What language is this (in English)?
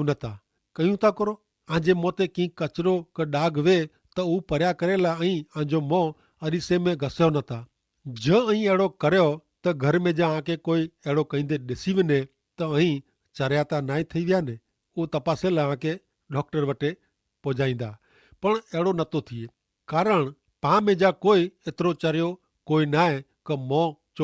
Kachhi